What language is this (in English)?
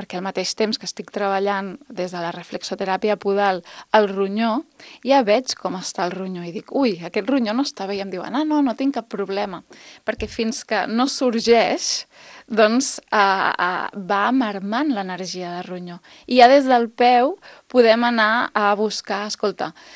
Catalan